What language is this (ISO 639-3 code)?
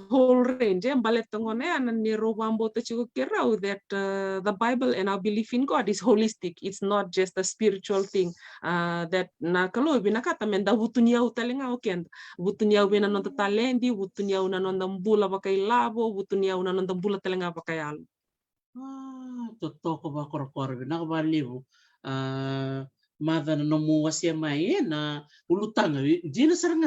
fij